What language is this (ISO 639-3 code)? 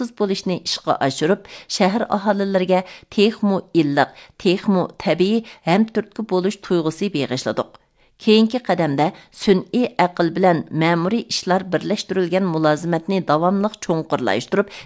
uig